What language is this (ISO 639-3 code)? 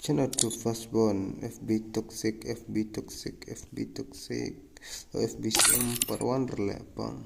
kha